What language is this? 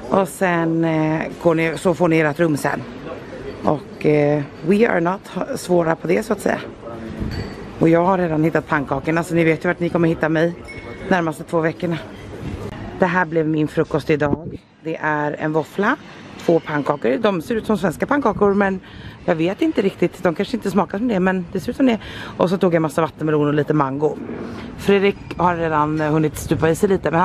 Swedish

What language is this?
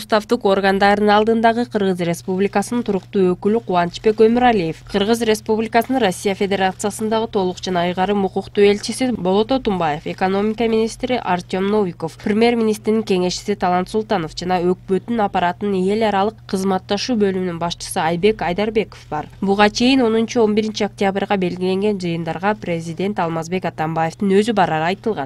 Kyrgyz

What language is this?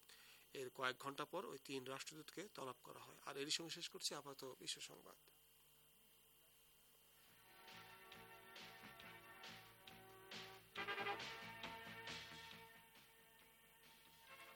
Bangla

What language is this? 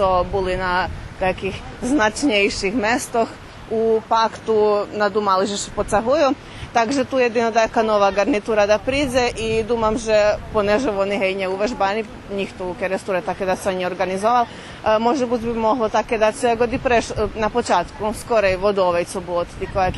Rusyn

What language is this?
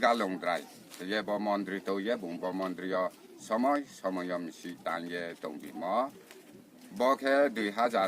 Riang (India)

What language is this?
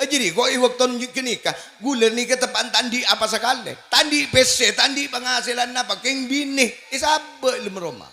Madurese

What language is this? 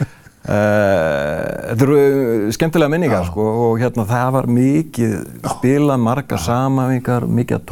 Icelandic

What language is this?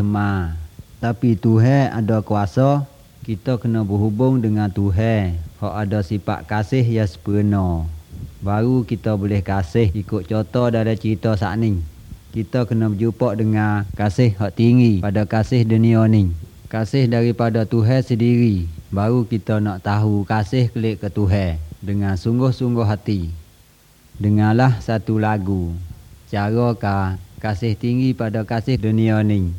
Malay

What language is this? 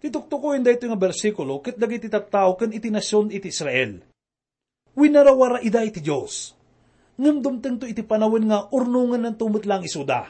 Iloko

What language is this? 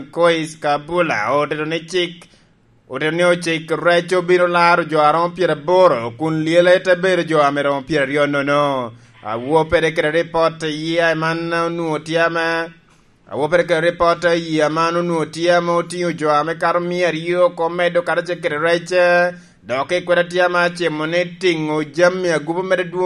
Lango (Uganda)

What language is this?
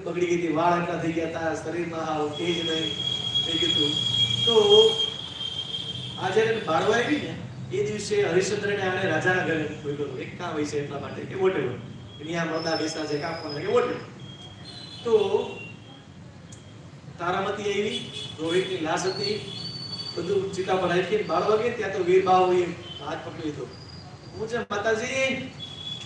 Gujarati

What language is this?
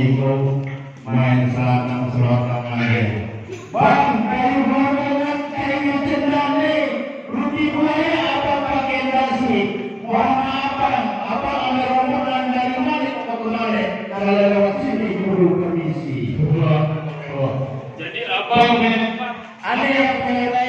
Betawi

